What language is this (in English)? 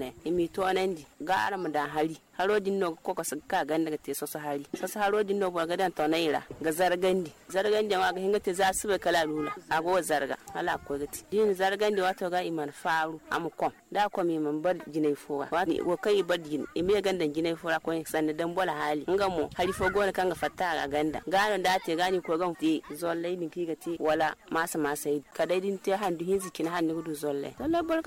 Zarma